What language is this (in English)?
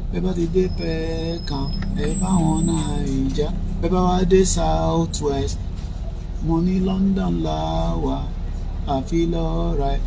Yoruba